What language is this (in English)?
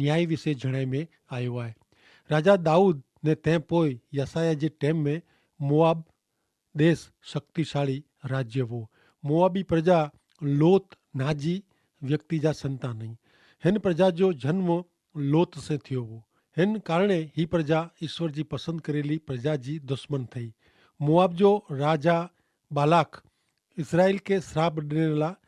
Kachhi